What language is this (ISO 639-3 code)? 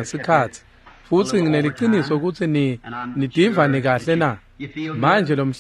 ssw